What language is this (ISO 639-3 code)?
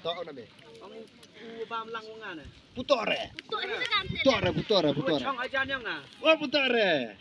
kha